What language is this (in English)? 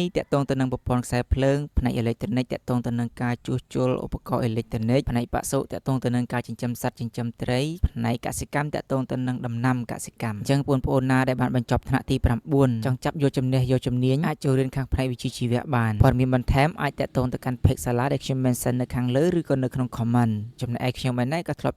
Khmer